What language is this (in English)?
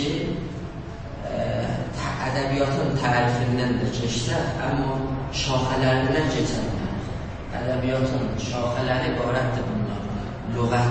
South Azerbaijani